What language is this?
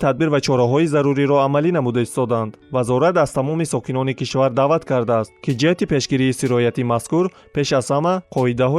Tajik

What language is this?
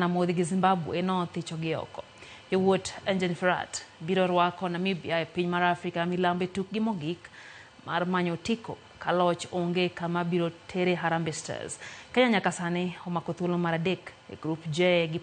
Luo (Kenya and Tanzania)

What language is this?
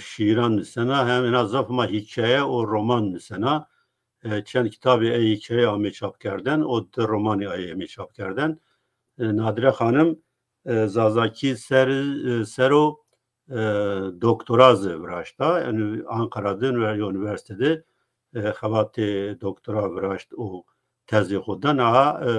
Zaza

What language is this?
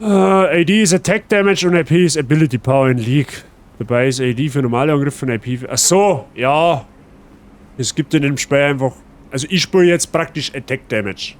Bavarian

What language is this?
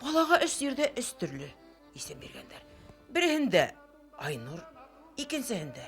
Bashkir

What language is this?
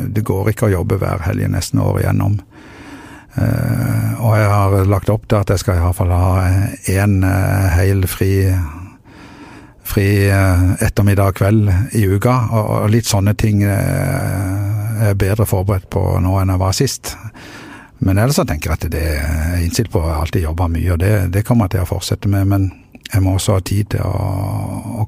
Norwegian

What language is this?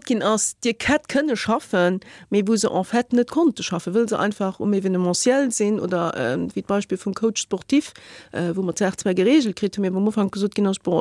Luxembourgish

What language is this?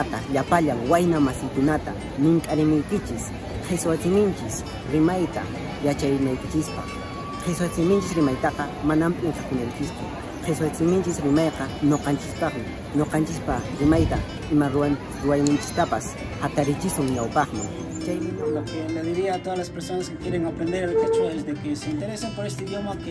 Quechua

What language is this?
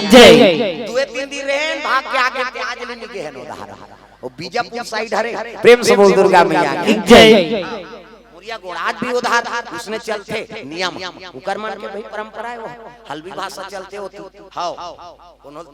Chhattisgarhi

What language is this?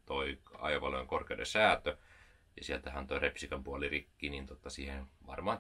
Finnish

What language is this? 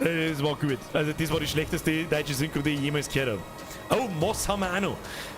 Bavarian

